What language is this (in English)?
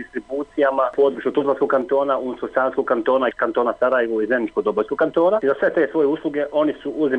Bosnian